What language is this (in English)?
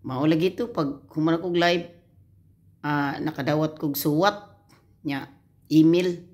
Cebuano